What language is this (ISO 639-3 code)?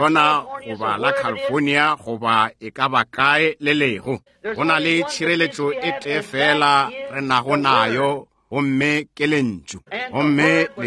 nso